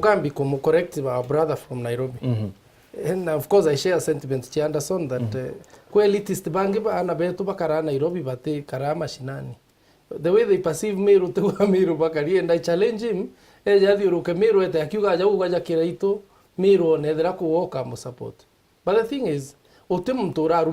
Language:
Meru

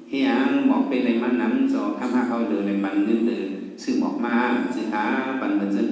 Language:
Shan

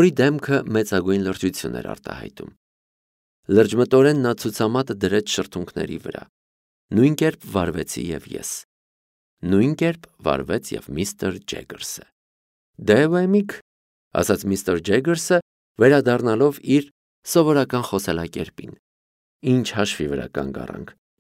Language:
Armenian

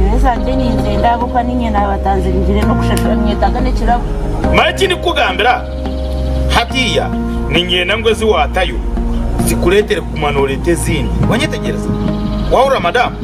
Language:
Nyankole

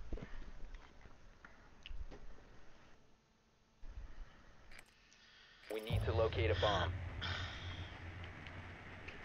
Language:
Finnish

